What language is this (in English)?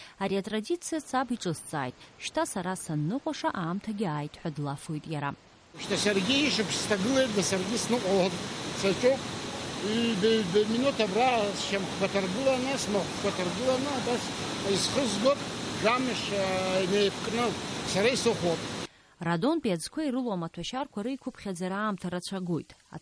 Abkhazian